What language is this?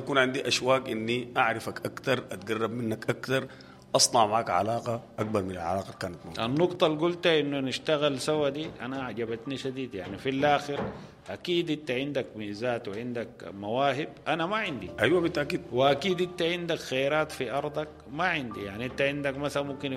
Sudanese Arabic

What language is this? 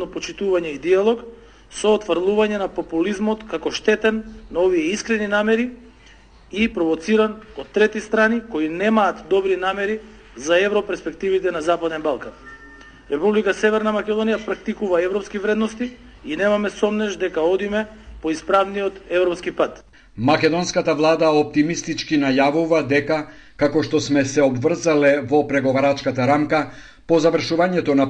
Macedonian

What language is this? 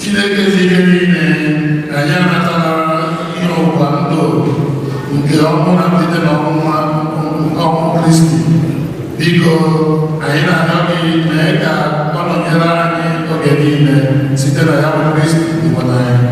Igbo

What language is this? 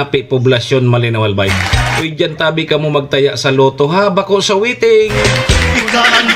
Bikol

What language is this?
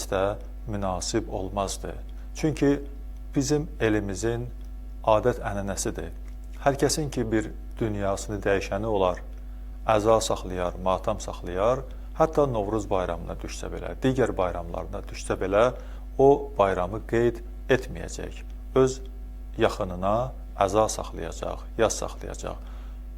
Azerbaijani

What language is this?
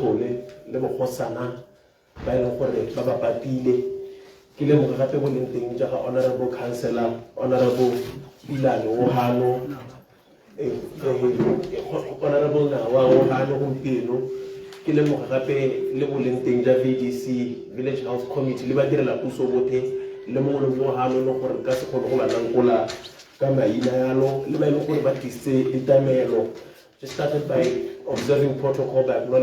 Tswana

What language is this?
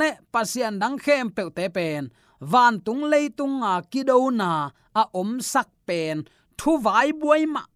Tedim Chin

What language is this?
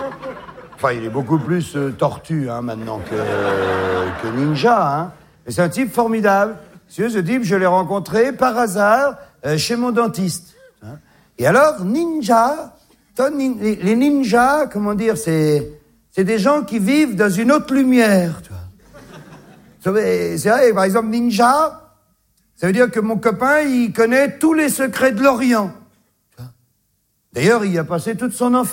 French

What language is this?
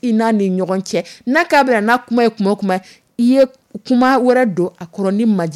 Dyula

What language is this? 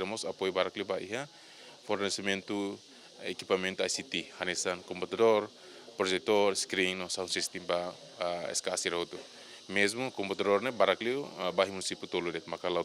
Tetum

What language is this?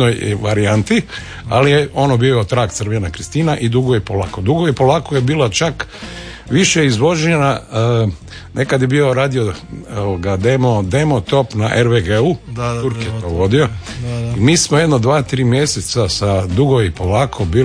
Croatian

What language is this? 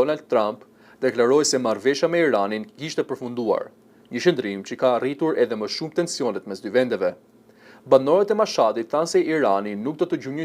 Albanian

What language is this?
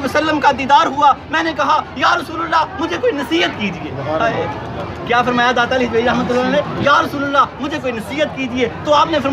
Urdu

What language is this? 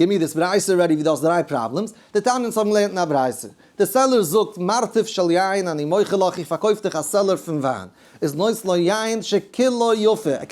Yiddish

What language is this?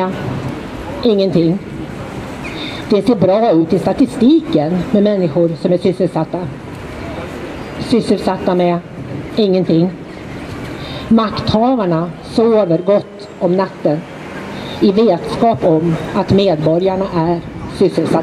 Swedish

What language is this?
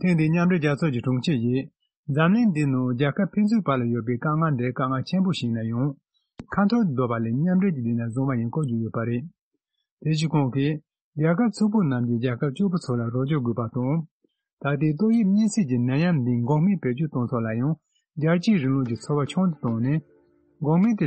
Tibetan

